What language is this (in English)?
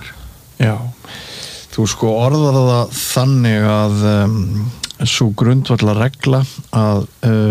Icelandic